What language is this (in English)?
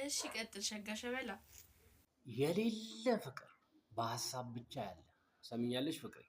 Amharic